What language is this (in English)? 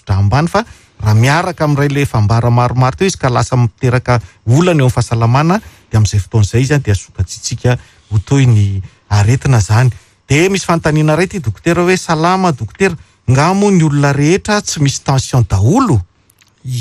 Malagasy